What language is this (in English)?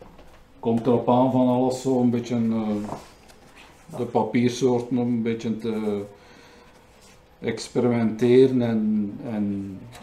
Dutch